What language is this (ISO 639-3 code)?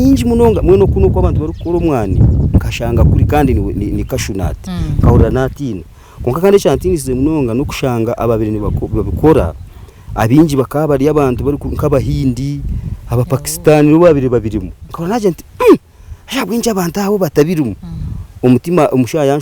nyn